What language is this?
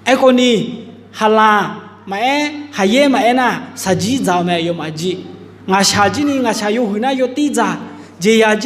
Akha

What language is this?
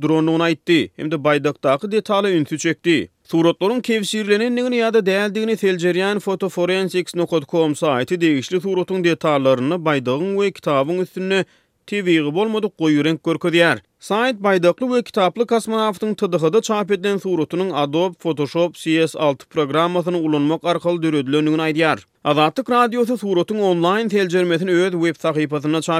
Turkmen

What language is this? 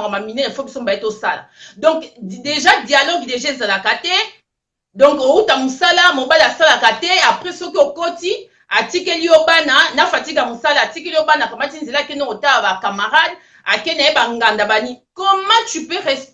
Lingala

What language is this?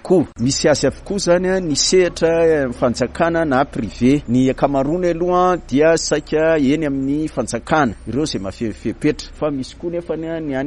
Malagasy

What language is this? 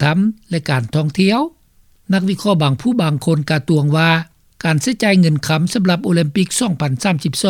Lao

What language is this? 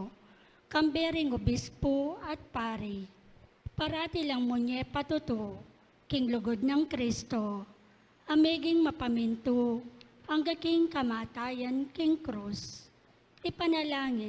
Pampanga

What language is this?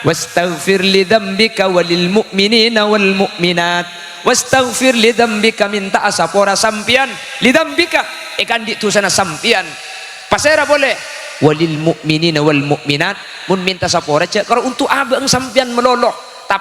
Madurese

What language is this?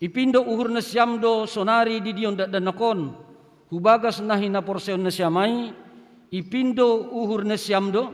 Batak Simalungun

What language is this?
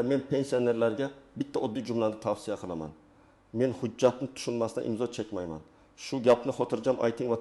Uzbek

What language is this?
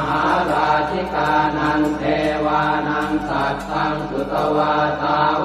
Pali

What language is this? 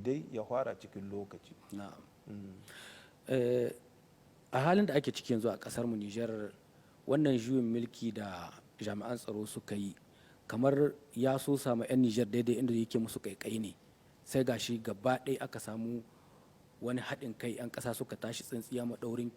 Hausa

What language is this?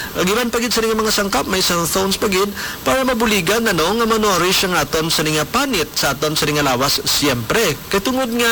Hiligaynon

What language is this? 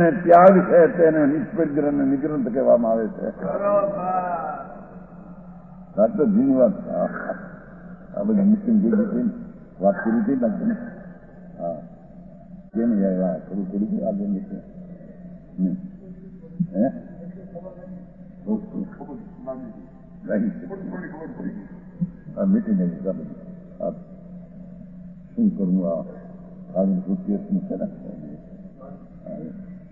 Gujarati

